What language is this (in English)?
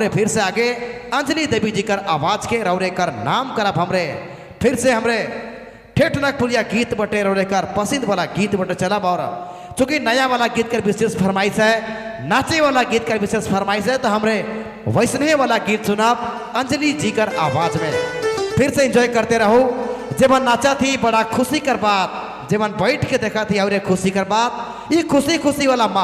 Sadri